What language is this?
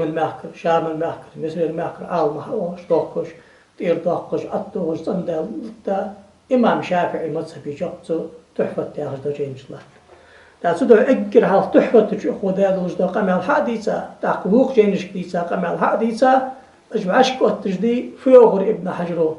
Ingush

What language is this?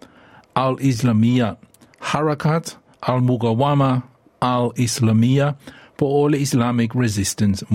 Samoan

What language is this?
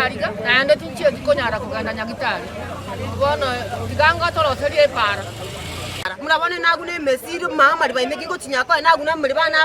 Gusii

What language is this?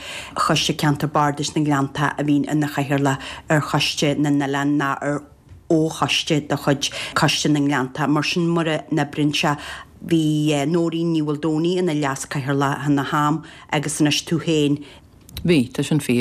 Irish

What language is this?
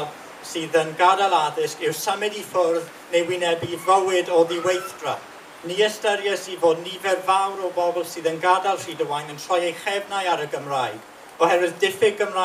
Welsh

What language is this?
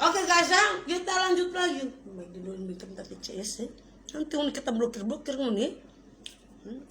Manado Malay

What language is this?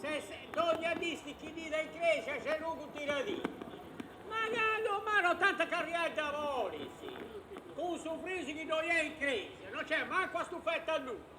Sardinian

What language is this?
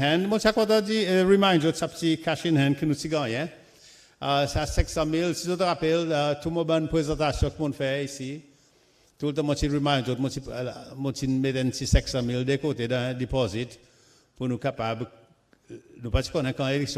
Seselwa Creole French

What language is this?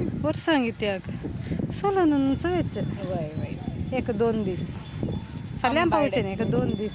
Konkani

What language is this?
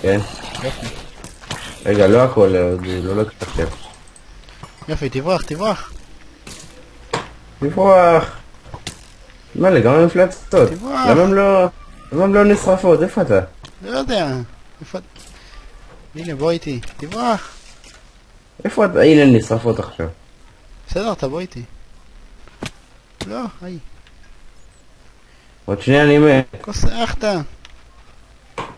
Hebrew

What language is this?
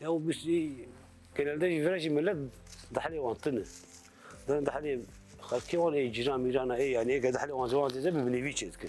Kurdish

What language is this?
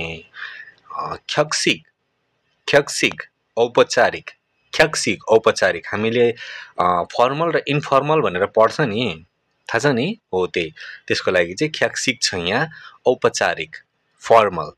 Nepali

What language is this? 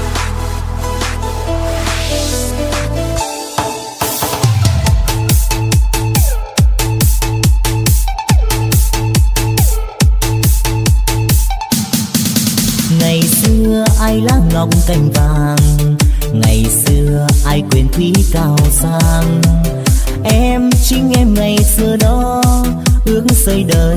Vietnamese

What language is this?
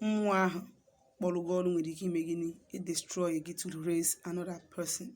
Igbo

